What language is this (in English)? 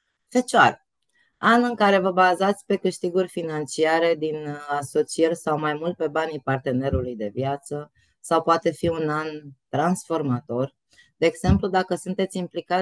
Romanian